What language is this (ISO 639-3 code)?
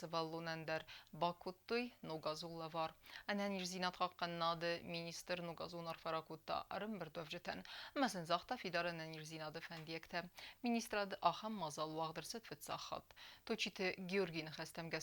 oss